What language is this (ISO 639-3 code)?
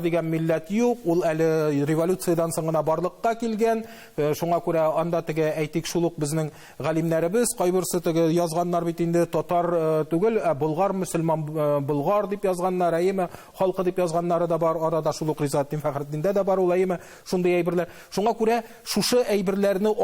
tat